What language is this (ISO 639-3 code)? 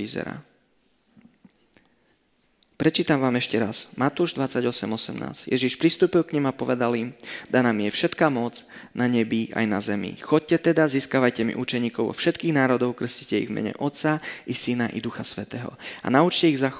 slk